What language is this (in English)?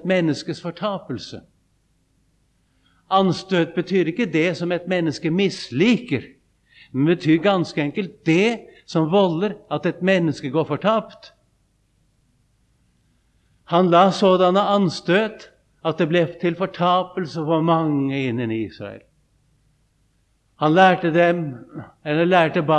Norwegian